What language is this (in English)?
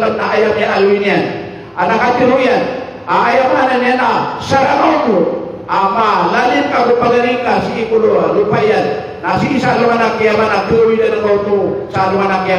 Maranao